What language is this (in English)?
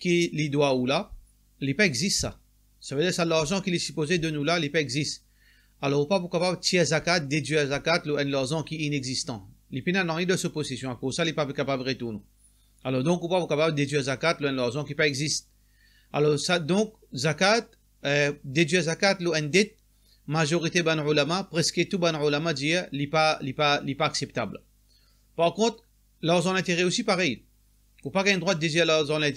Morisyen